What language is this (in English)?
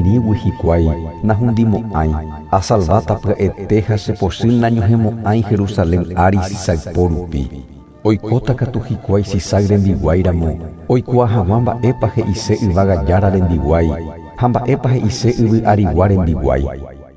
Guarani